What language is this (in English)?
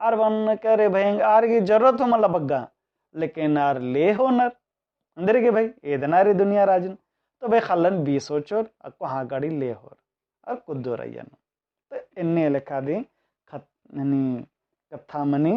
Kurukh